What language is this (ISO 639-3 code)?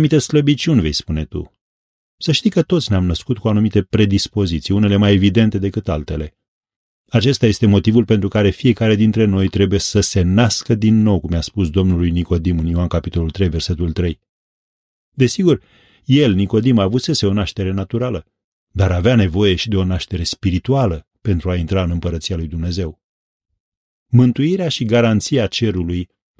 ron